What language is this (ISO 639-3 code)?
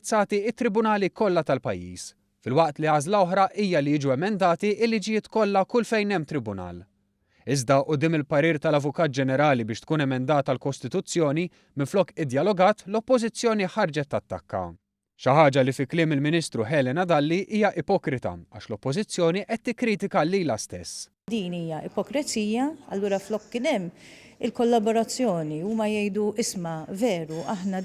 mlt